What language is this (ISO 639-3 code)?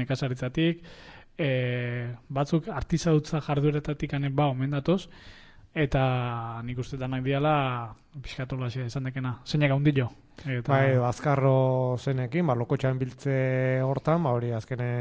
eus